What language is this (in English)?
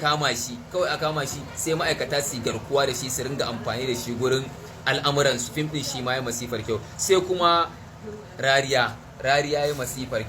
Hausa